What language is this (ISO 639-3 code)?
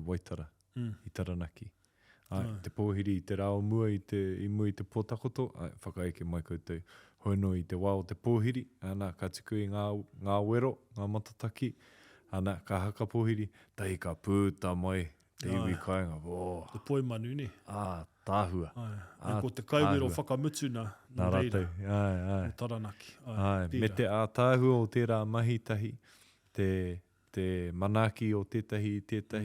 mri